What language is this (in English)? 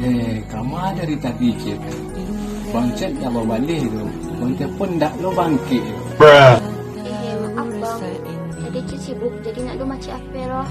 Minangkabau